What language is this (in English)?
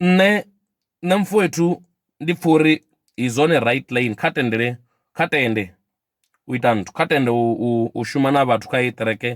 Venda